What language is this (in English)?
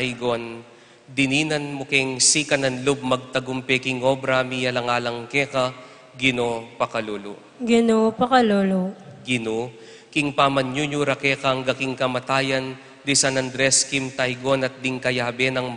Pampanga